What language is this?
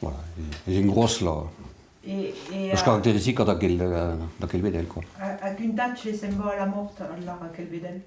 Occitan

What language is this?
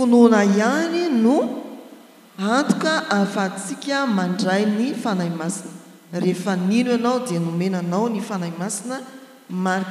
Malagasy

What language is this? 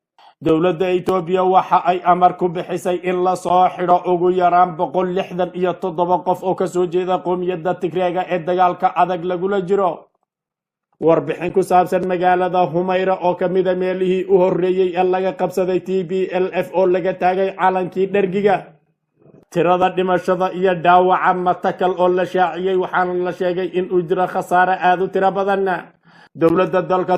Somali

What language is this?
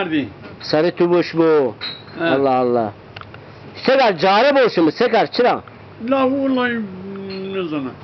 Zaza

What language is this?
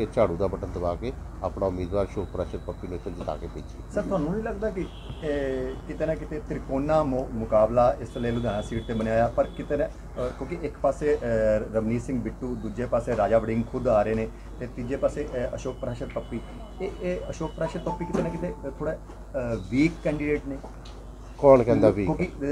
Punjabi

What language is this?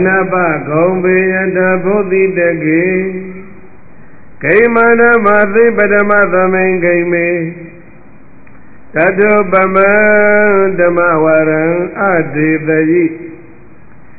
Burmese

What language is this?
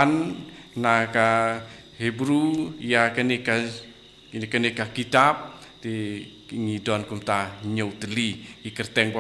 Khasi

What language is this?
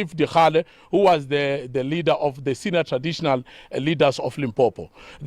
Venda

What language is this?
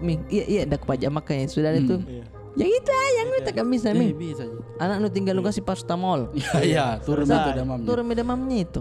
Makassar Malay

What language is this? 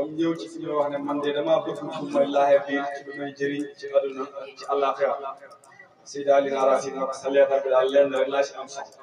Wolof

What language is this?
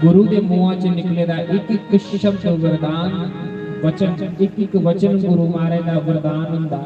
Dogri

